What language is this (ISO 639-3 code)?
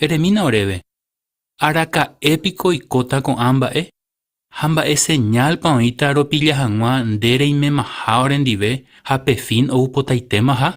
grn